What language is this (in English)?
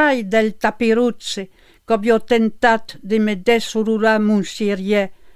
Occitan